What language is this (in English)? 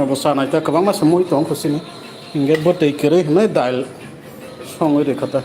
Kok Borok